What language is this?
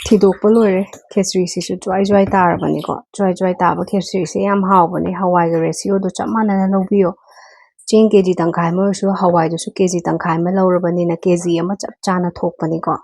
Manipuri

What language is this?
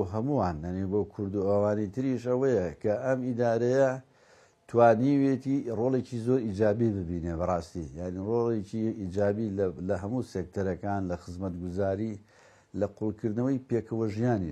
Central Kurdish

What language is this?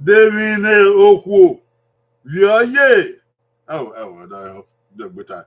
Bini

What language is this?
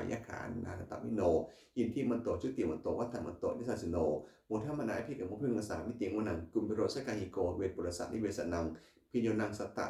Pali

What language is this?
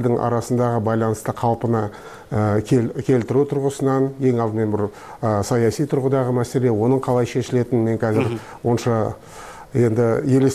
Kyrgyz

